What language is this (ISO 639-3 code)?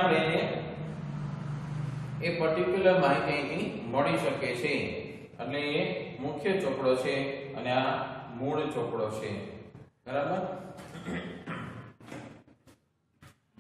guj